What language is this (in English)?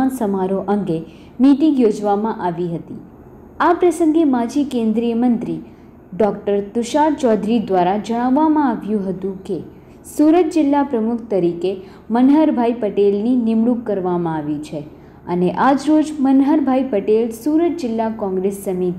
Gujarati